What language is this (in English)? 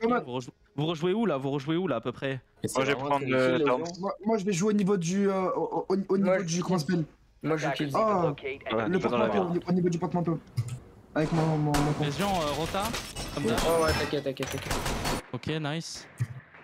French